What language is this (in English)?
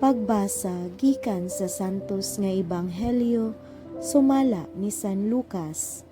Cebuano